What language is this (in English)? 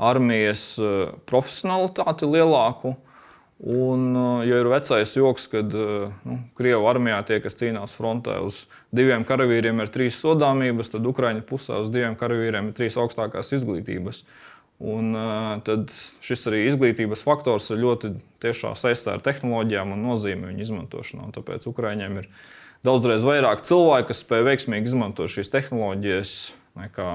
Latvian